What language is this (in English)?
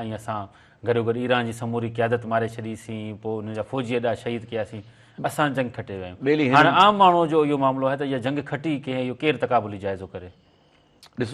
Sindhi